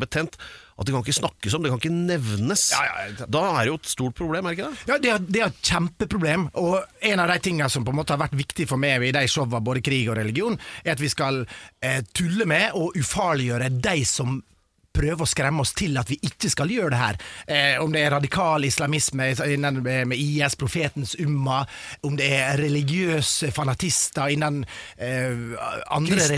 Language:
Norwegian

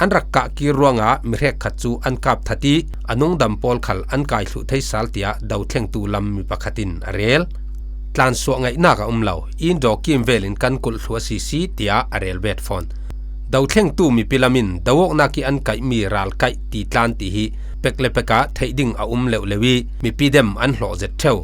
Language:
Falam Chin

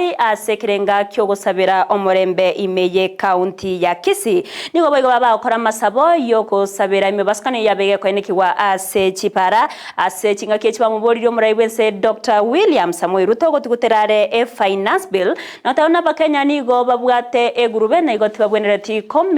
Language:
Gusii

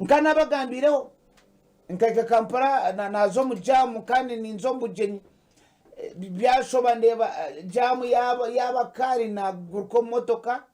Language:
Nyankole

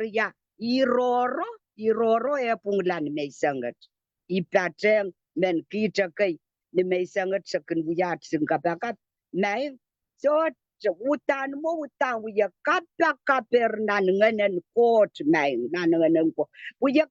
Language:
Pohnpeian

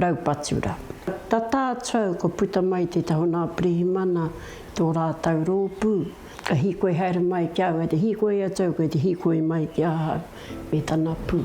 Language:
Māori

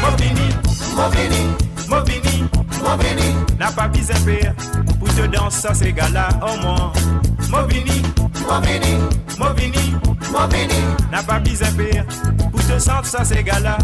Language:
Morisyen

